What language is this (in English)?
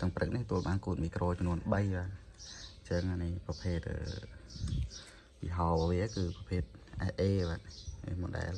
Khmer